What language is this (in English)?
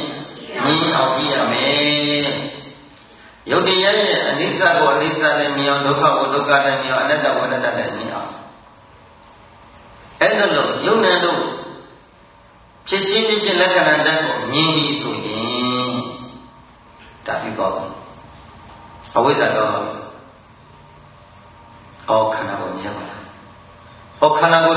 Burmese